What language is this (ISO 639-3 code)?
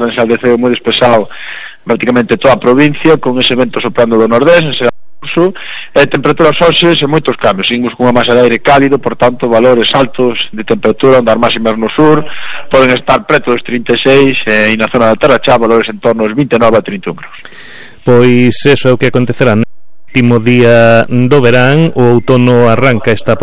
glg